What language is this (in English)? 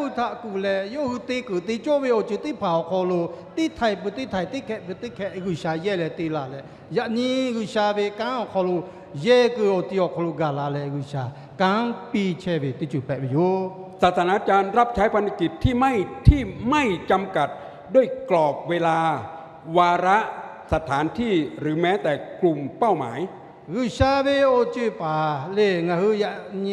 Lahu